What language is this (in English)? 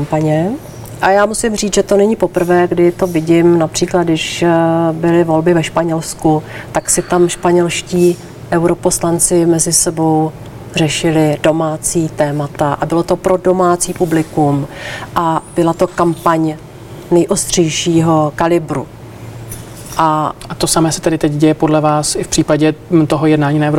Czech